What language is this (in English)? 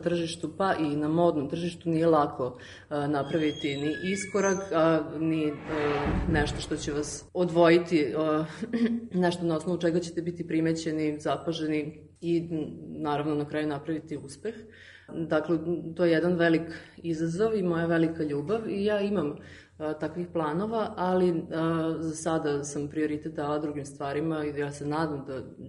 Serbian